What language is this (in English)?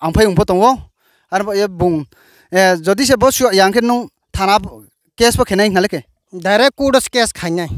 Riang (India)